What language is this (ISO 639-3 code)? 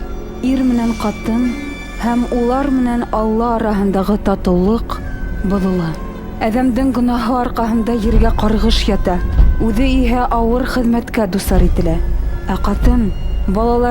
bak